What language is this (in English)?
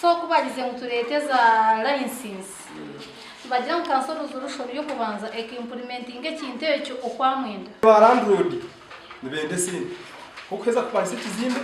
Nyankole